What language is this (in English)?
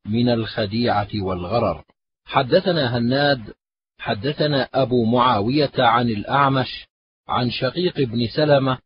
Arabic